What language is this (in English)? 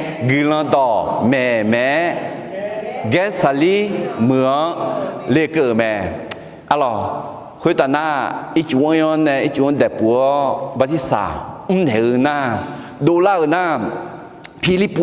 Akha